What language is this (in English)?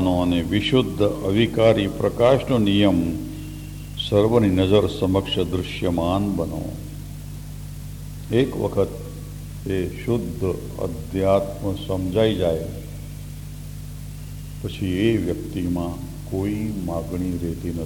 Gujarati